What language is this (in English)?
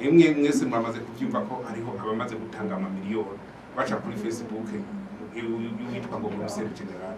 Rundi